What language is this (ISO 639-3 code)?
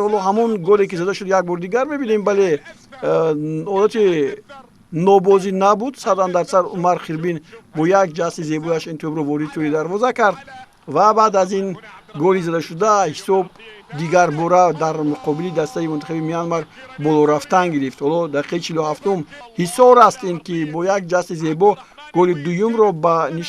tgk